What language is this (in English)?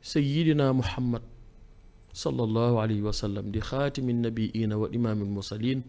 Wolof